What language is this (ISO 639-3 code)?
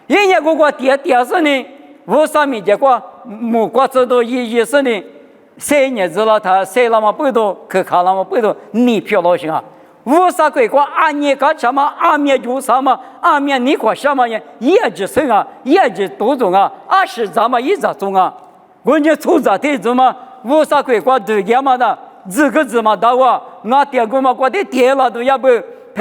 lis